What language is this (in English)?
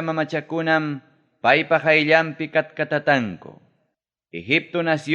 Ayacucho Quechua